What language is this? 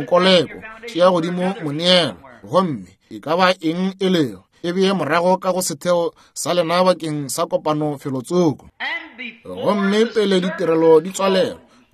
Northern Sotho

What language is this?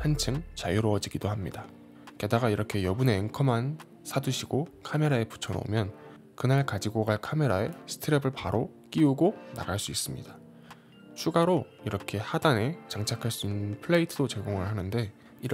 Korean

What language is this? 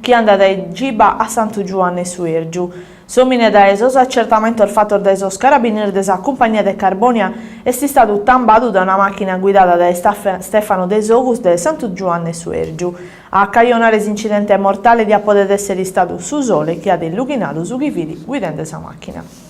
Sardinian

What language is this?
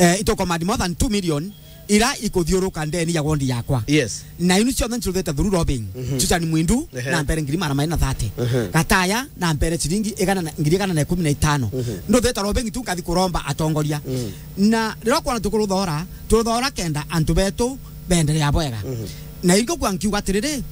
Meru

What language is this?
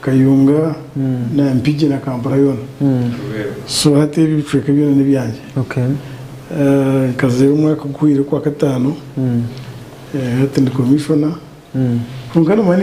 Nyankole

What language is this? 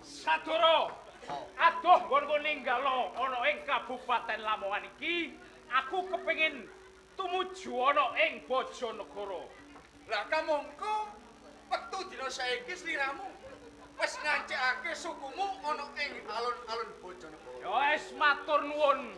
Javanese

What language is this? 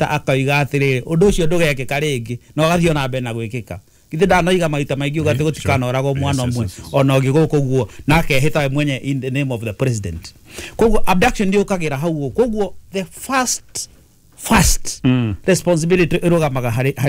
Kikuyu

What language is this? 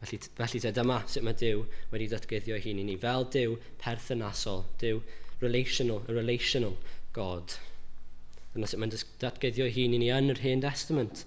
Welsh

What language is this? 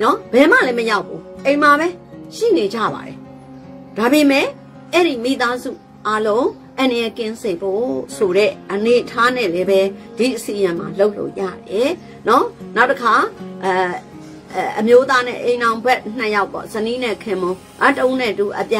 Burmese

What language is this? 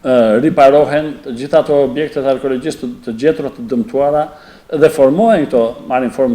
Albanian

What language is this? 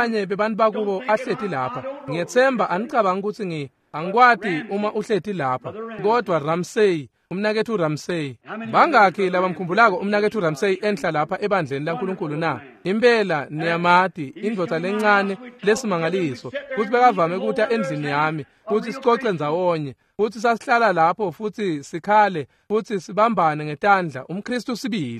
Swati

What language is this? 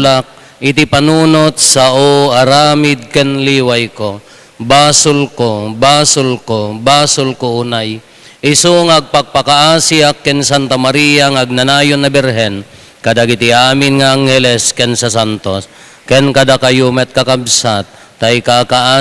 Iloko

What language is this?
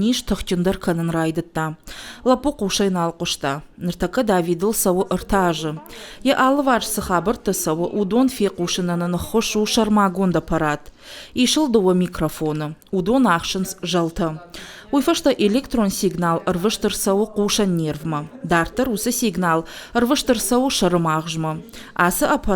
Ossetic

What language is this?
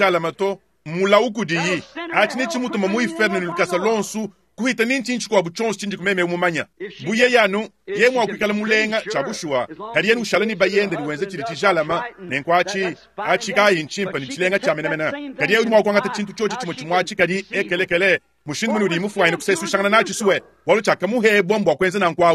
Luba-Lulua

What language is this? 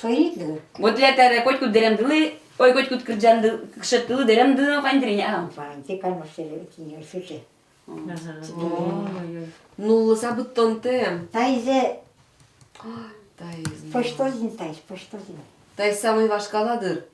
Udmurt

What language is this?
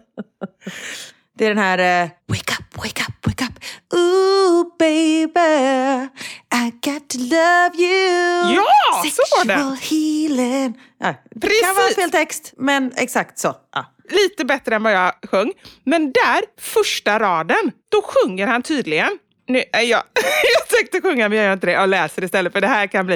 Swedish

